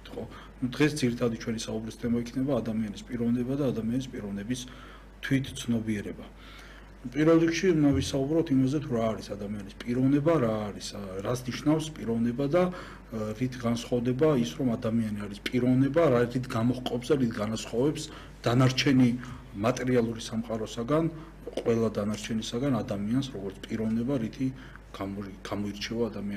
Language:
Georgian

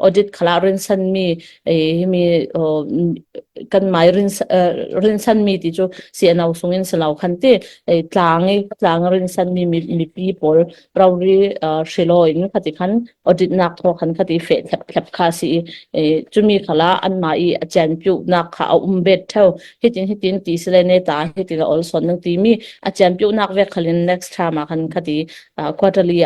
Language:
Falam Chin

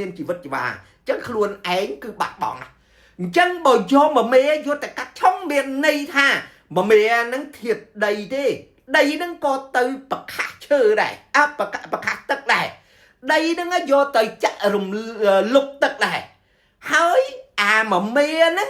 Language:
Khmer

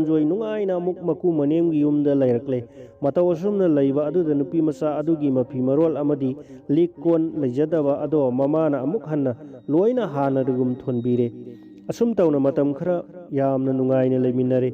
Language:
Manipuri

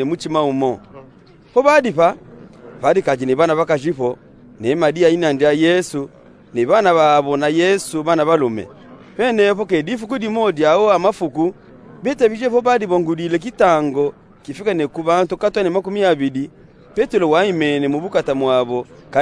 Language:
Luba-Katanga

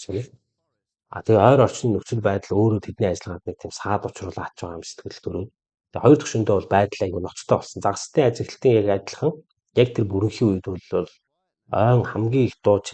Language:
Mongolian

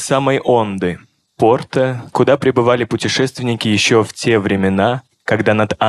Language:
Russian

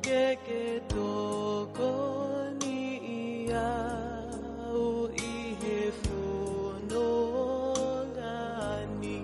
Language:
Tongan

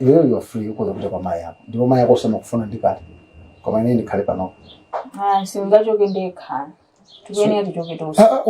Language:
Nyanja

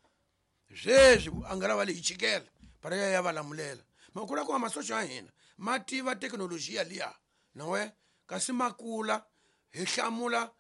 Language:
Tsonga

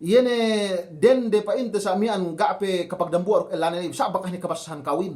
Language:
Yakan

